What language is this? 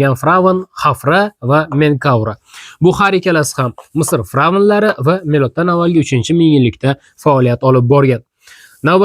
Uzbek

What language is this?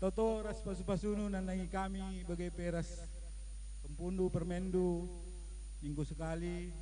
Batak Karo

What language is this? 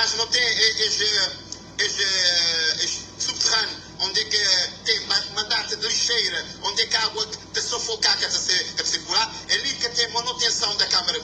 Kabuverdianu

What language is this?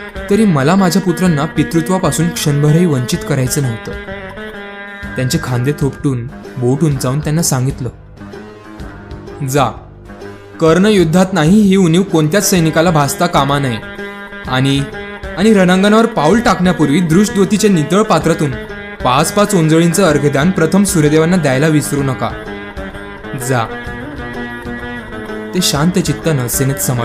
Marathi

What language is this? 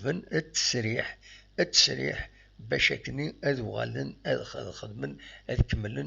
Kabyle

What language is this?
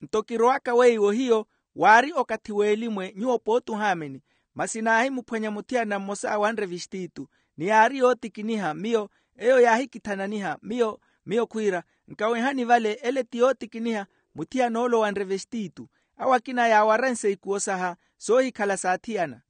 Makhuwa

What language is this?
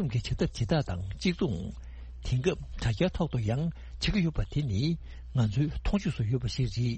Tibetan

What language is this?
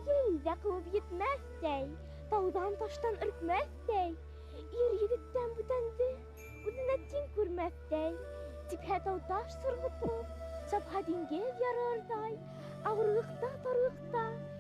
Bashkir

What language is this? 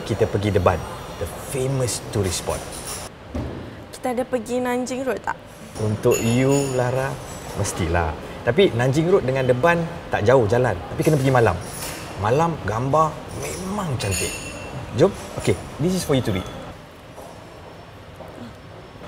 Malay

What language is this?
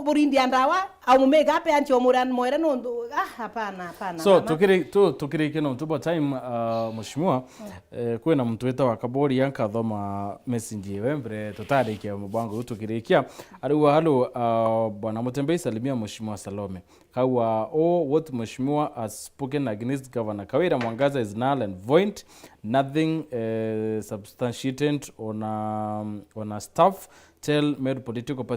Meru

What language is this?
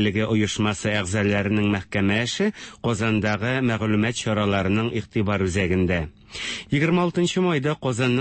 Tatar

